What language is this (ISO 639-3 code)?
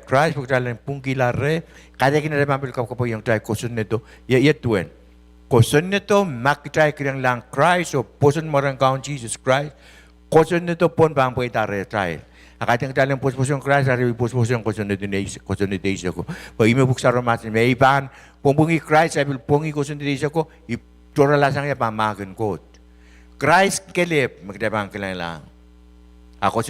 pon